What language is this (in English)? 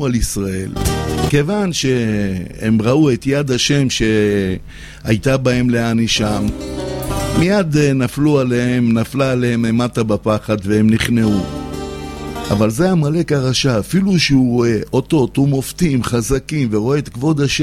Hebrew